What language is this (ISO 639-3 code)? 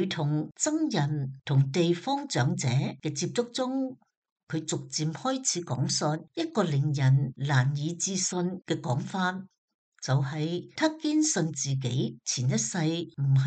yue